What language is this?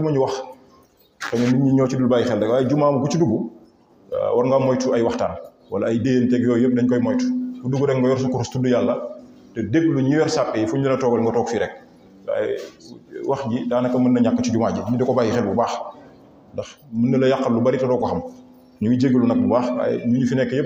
Wolof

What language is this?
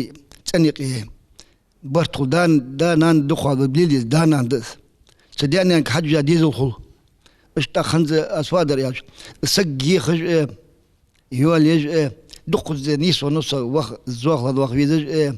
Ingush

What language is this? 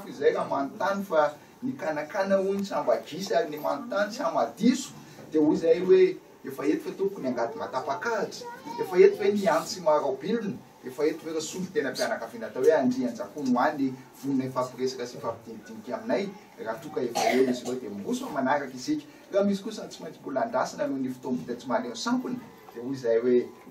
Malagasy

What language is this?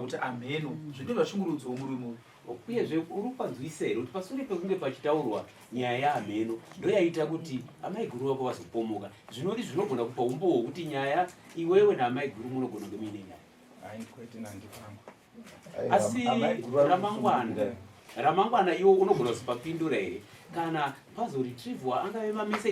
Shona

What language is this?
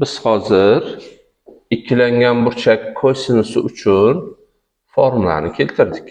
Uzbek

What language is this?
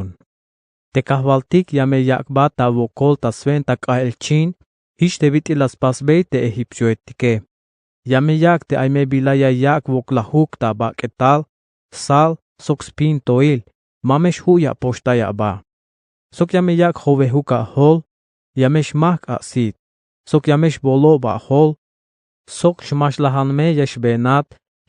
Tzeltal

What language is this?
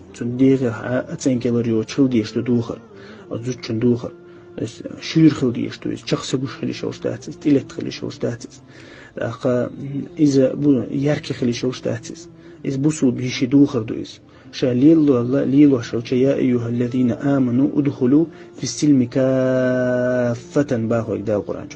Chechen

